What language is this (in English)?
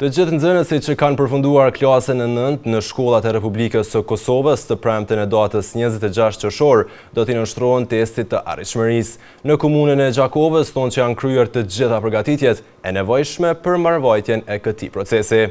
Albanian